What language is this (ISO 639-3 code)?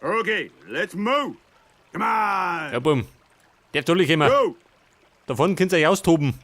bar